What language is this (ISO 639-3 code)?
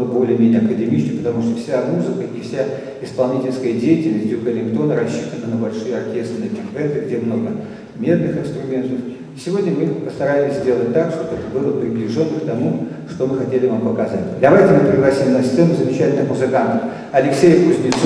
rus